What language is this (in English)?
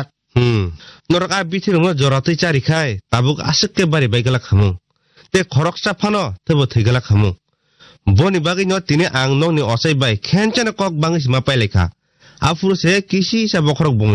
Kok Borok